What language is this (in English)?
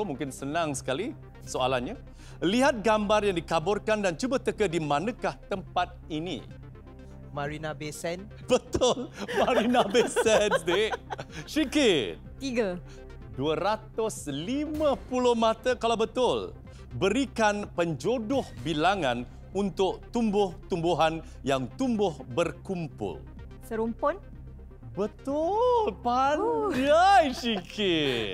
Malay